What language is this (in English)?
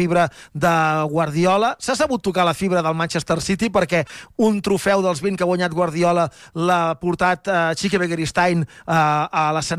Catalan